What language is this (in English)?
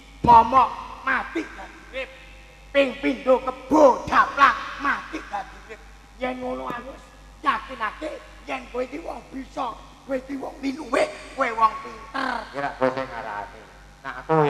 Javanese